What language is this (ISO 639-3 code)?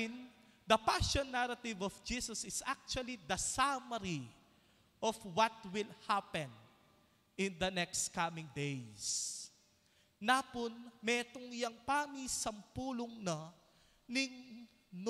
pam